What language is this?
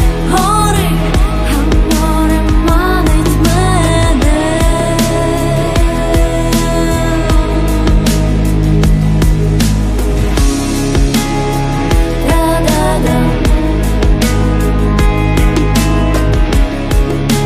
Ukrainian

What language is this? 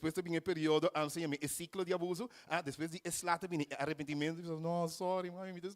Papiamento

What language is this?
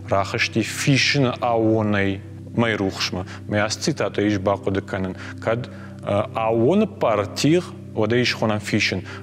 Ossetic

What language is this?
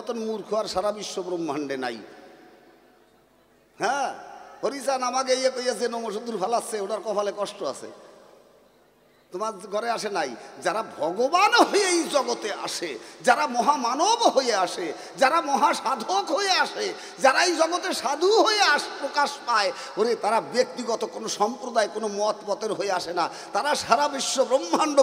Bangla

